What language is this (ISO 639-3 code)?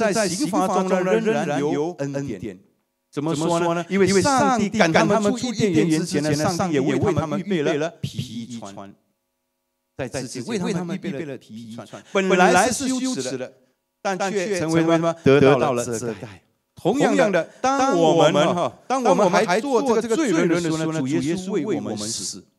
zho